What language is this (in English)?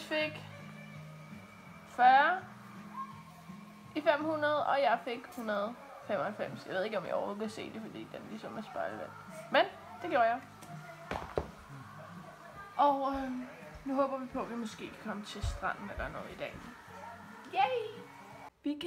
Danish